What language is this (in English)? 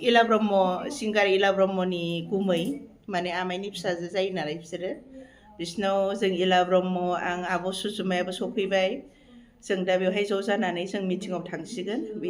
Bodo